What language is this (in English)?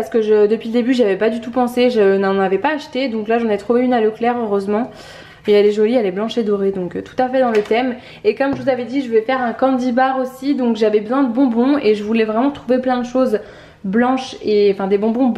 French